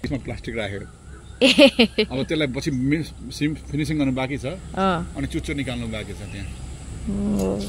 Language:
Nepali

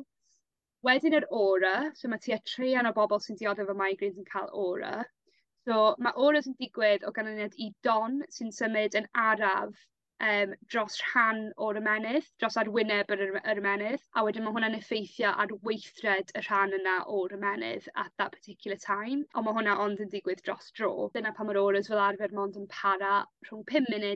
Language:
Welsh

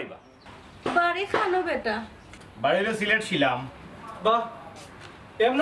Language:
Sylheti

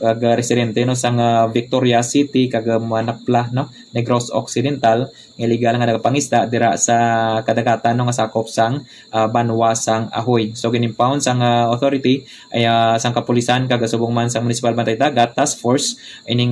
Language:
Hiligaynon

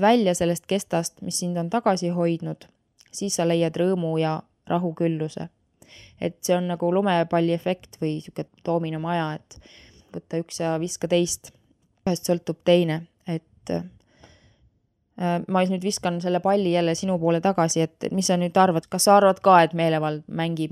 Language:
Estonian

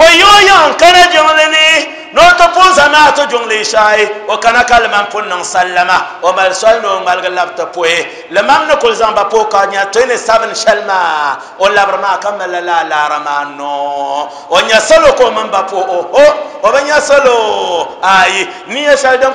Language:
Dagbani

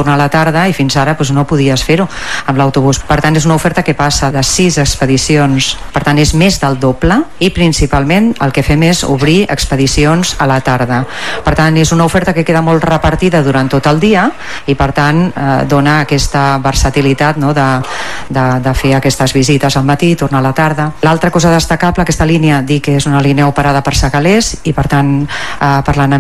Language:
Catalan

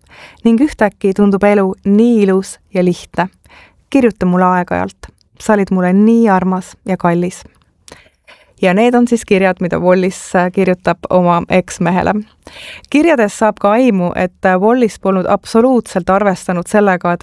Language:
Estonian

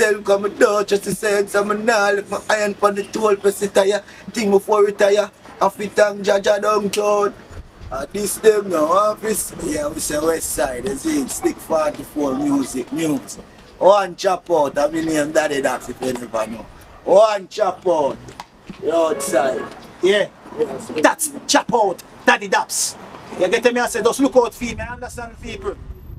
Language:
Jamaican Creole English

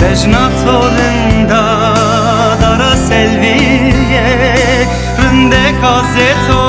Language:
Zaza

